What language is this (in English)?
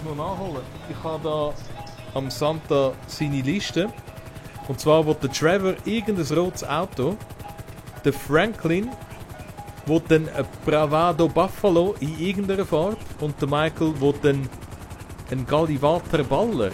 Swiss German